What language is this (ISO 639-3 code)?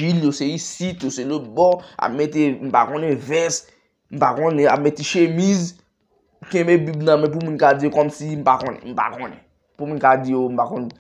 hat